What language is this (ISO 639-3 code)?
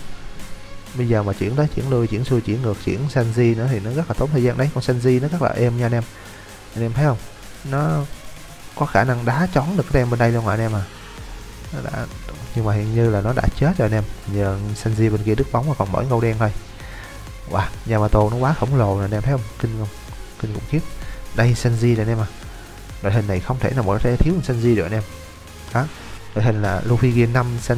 vie